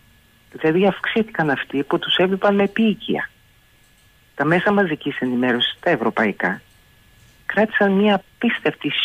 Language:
Greek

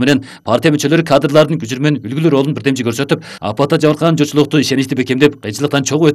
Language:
Kyrgyz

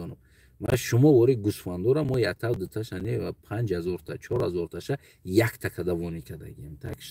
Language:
Tajik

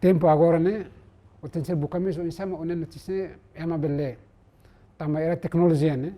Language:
Tetum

